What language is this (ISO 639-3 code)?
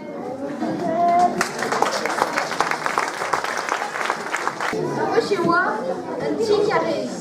bre